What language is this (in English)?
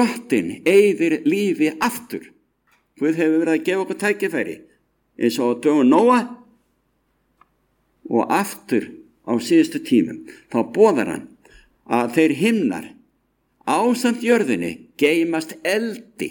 Icelandic